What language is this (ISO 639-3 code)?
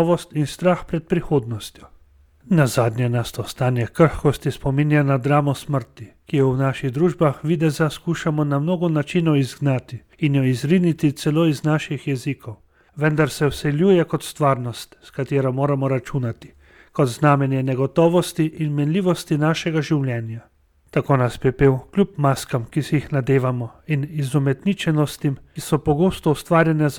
slv